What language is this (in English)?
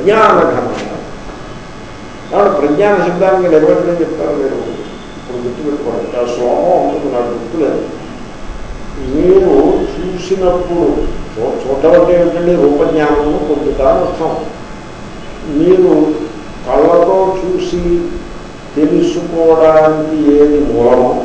Telugu